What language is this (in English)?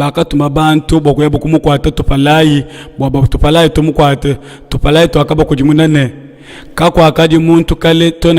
Luba-Lulua